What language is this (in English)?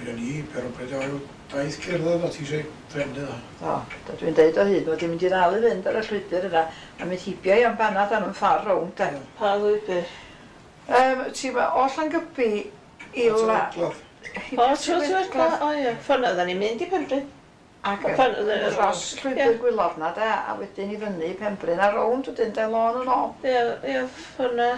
Welsh